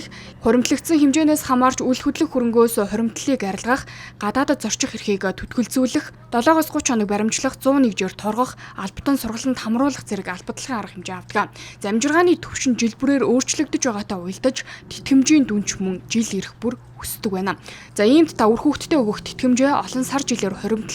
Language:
Mongolian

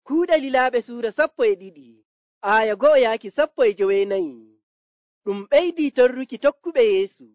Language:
Nigerian Fulfulde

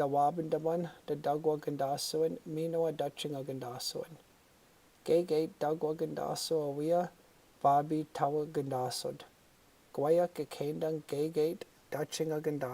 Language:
Chippewa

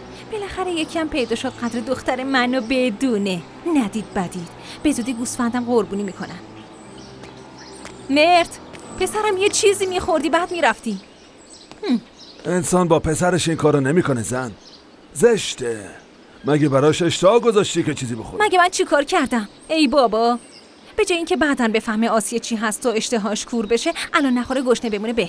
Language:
Persian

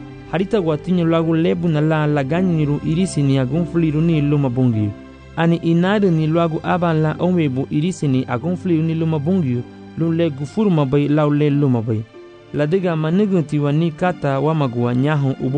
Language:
Garifuna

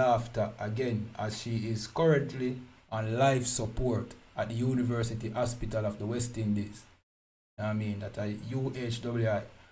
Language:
Jamaican Creole English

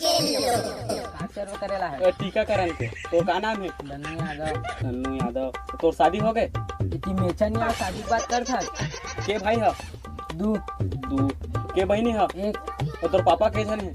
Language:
Chhattisgarhi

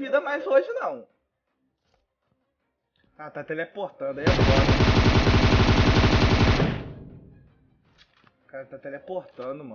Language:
Portuguese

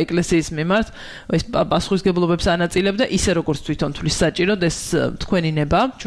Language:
Georgian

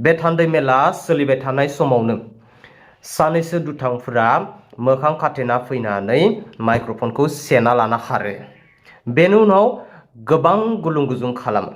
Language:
Bodo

